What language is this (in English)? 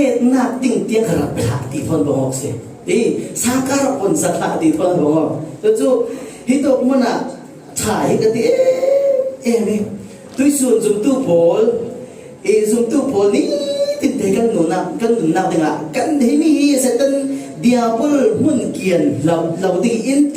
Falam Chin